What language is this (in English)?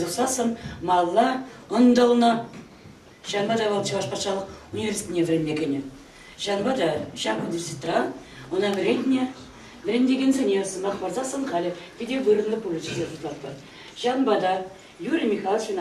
Chuvash